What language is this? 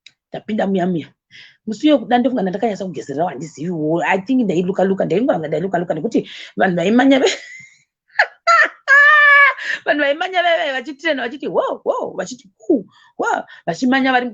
Shona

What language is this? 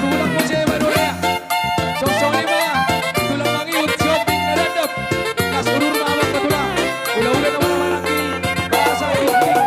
Batak Toba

